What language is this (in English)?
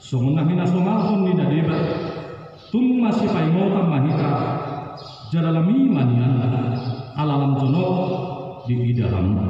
Batak Toba